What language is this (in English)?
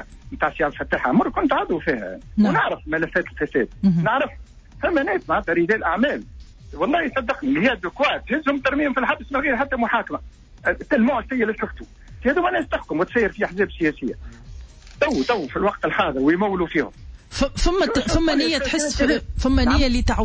Tunisian Arabic